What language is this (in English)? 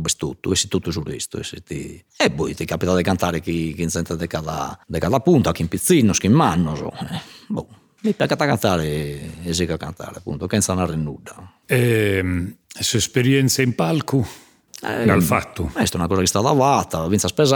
Sardinian